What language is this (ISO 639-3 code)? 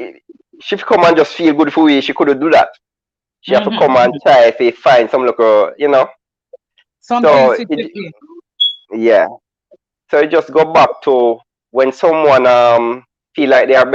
jam